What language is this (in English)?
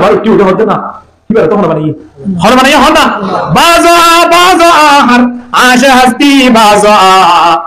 Rohingya